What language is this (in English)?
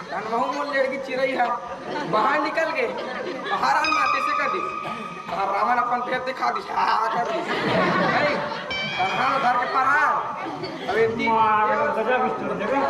Chhattisgarhi